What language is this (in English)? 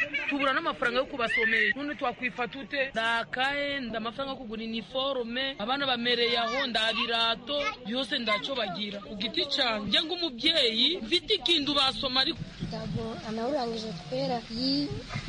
Kinyarwanda